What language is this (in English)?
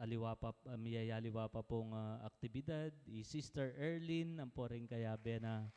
Pampanga